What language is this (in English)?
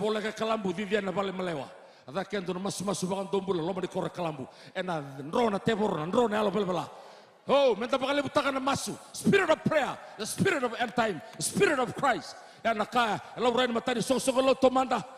Fijian